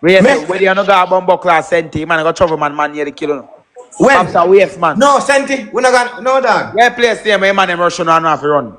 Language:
Jamaican Creole English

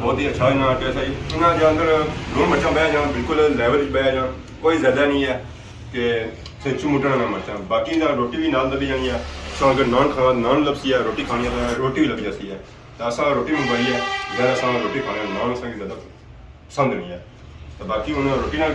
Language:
Pahari-Potwari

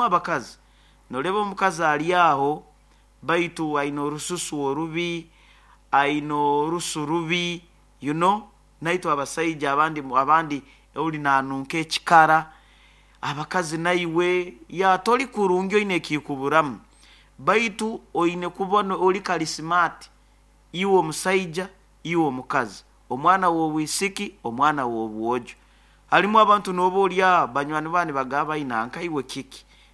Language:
Nyoro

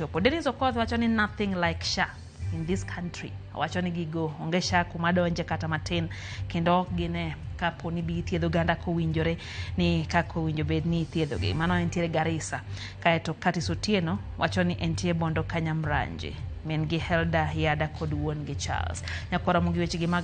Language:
Luo (Kenya and Tanzania)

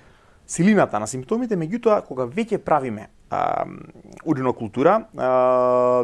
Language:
Macedonian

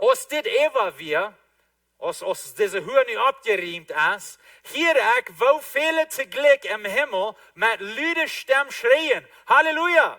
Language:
Plautdietsch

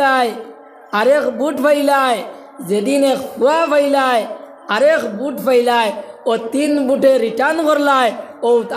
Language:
Sylheti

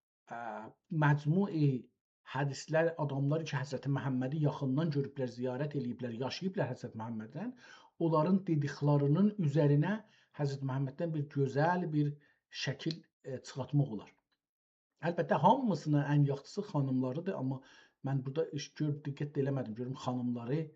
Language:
South Azerbaijani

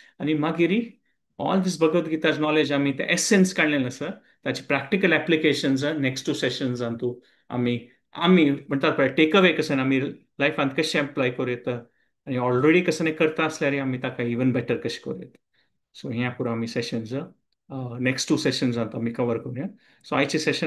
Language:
Konkani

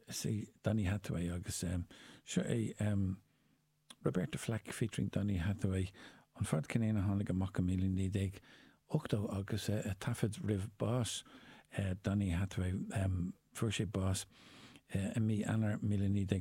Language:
Irish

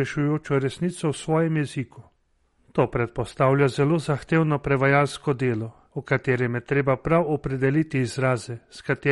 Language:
Slovenian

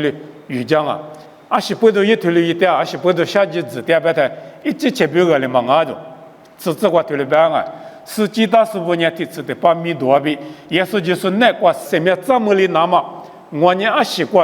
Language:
Lisu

